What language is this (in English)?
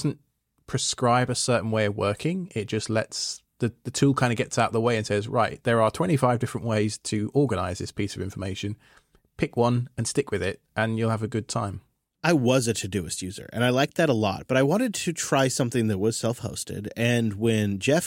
English